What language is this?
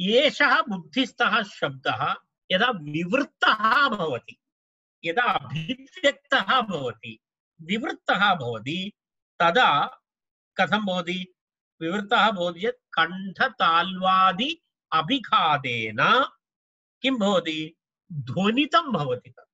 Sanskrit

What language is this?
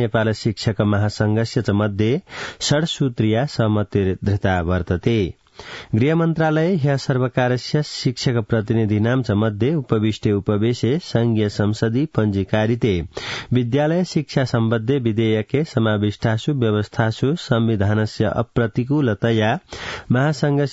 Sanskrit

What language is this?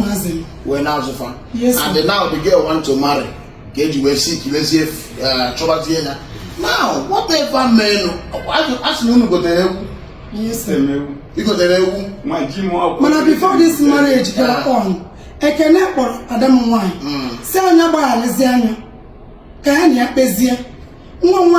Igbo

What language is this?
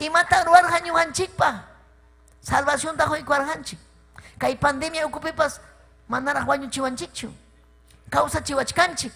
Ayacucho Quechua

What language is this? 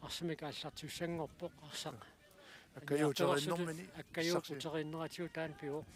Kalaallisut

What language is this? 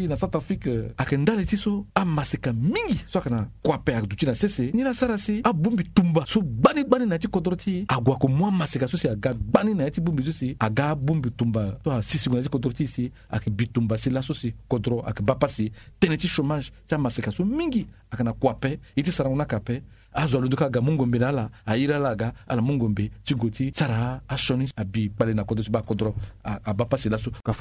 Sango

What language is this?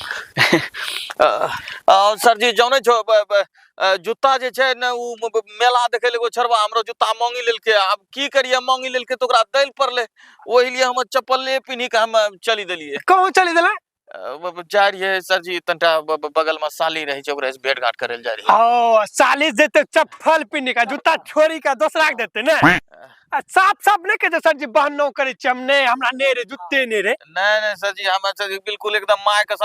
Angika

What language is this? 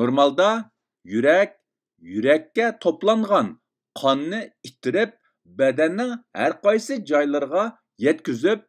Uyghur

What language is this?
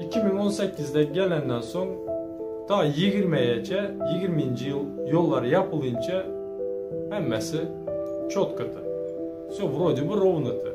Turkmen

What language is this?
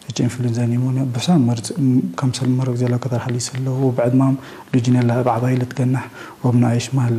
Tigre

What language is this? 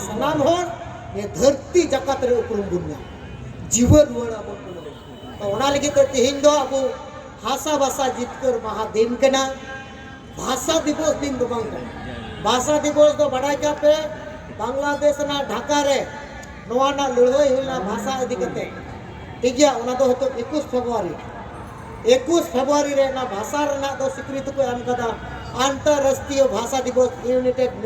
Santali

